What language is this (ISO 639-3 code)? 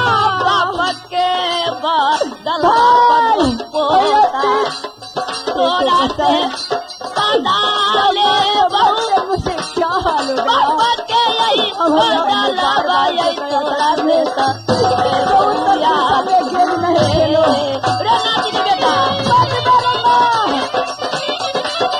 bho